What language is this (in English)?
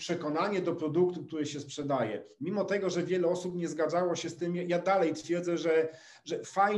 Polish